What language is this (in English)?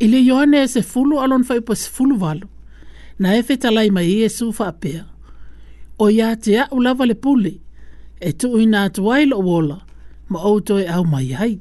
Samoan